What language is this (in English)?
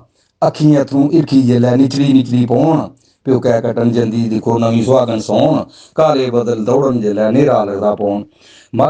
Dogri